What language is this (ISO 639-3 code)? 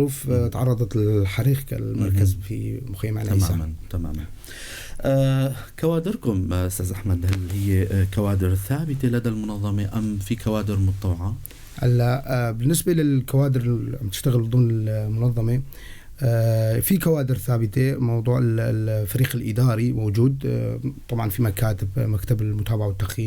apc